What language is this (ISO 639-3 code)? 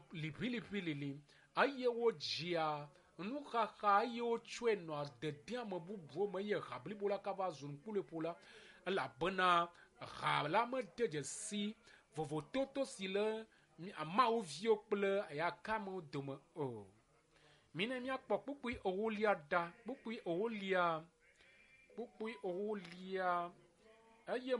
ewe